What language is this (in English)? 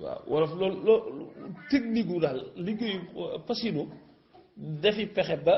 Wolof